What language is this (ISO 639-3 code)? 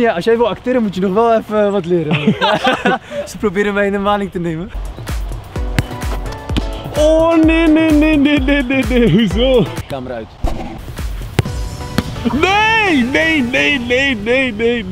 nld